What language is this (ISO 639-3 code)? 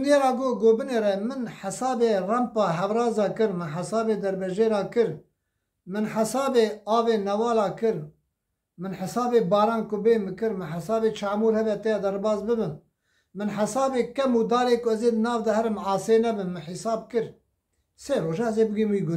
kur